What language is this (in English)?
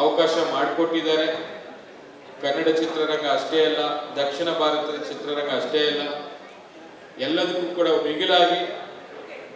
Kannada